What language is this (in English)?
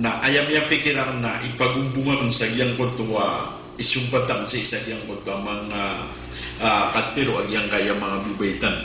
Maranao